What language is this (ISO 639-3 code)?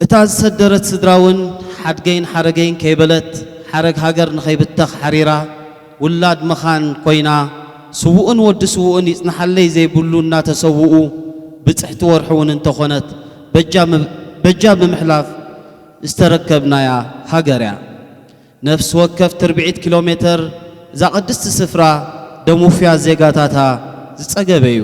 tir